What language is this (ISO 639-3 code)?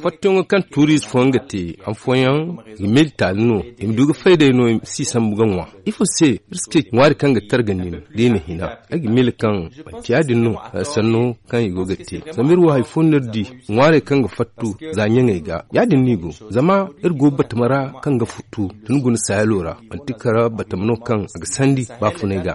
dje